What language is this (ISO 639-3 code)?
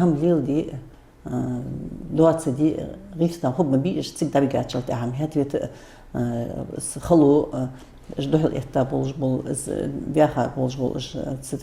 inh